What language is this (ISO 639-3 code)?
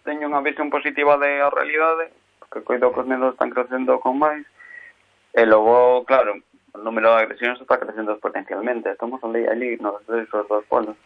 glg